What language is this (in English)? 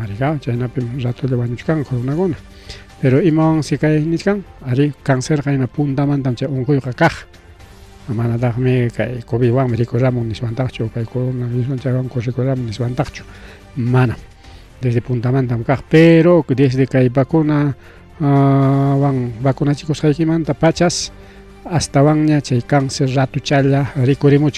Ayacucho Quechua